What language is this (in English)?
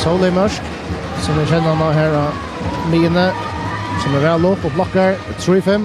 Faroese